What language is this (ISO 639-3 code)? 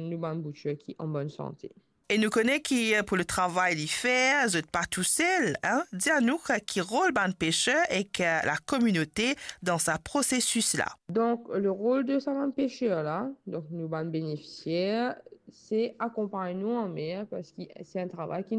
mfe